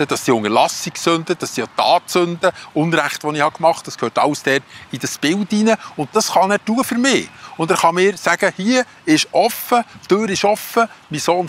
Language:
Swiss German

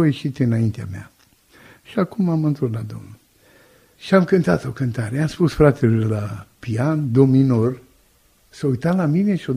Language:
Romanian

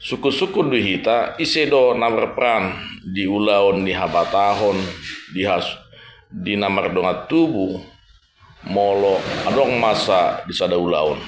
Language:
Batak Toba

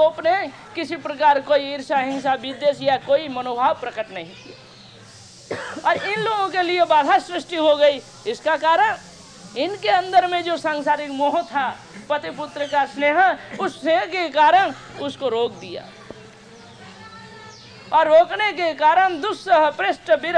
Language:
Hindi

